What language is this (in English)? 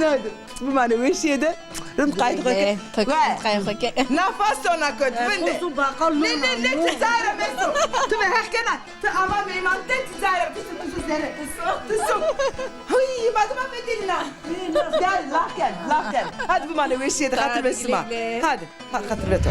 Zaza